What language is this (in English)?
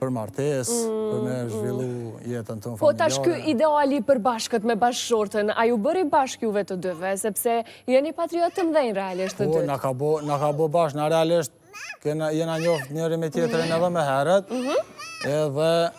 Albanian